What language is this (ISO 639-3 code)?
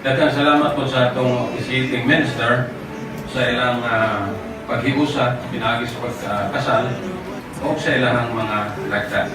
ceb